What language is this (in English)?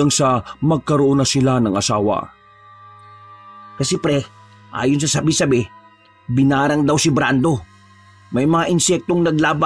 Filipino